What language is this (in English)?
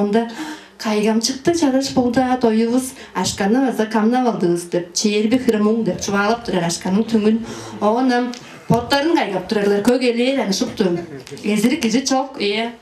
Tuvinian